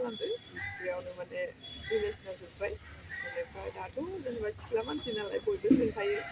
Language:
Bodo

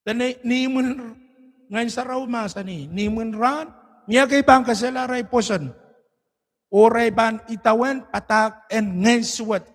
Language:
Pohnpeian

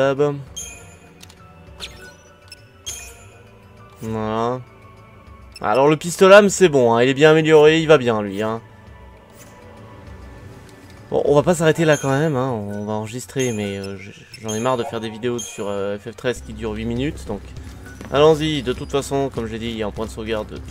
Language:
French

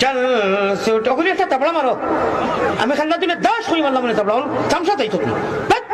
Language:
Sylheti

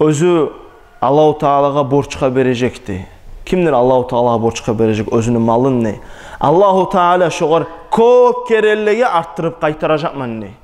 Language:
Kumyk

